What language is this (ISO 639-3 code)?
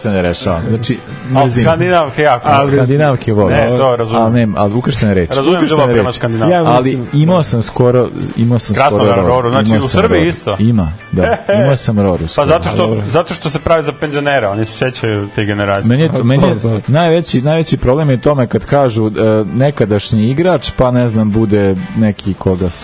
srp